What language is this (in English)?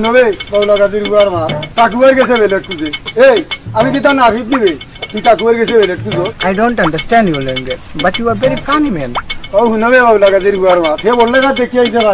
Sylheti